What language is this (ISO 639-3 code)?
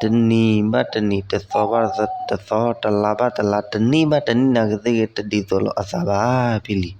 ksw